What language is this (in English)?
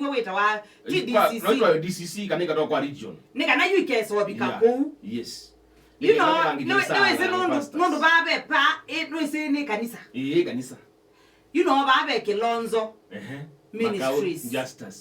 Kamba